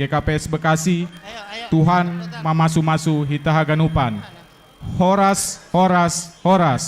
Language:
Batak Simalungun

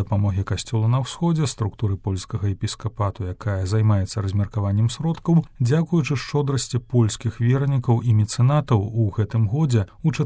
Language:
Belarusian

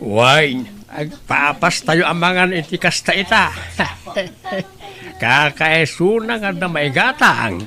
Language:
Iloko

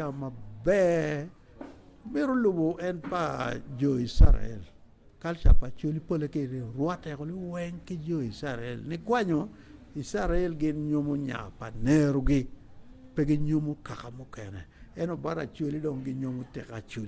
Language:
Acoli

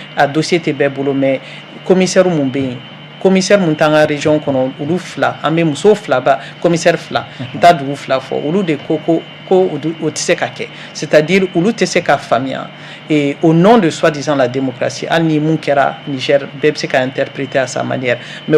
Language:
Bambara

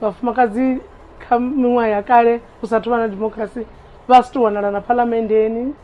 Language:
Venda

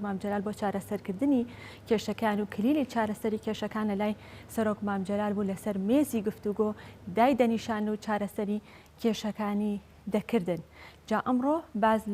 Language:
Central Kurdish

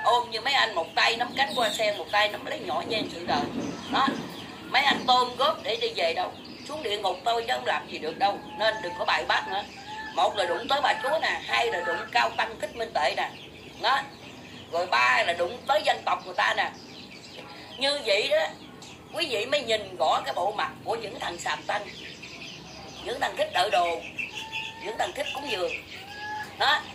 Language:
Vietnamese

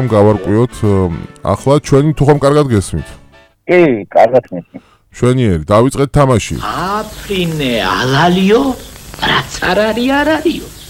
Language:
Georgian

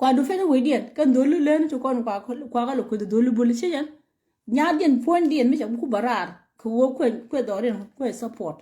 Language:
Nuer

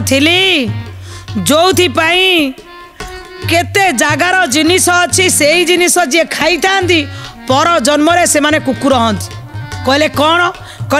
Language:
Odia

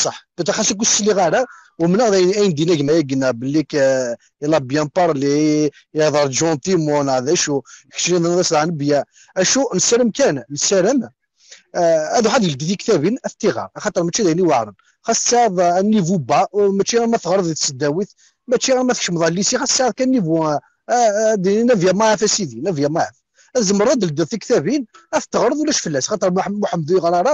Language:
Kabyle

